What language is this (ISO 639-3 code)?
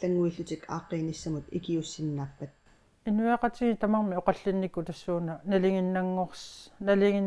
kal